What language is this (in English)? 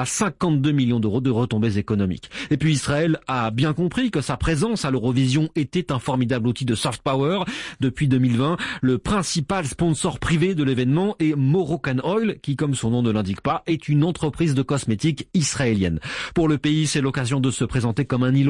French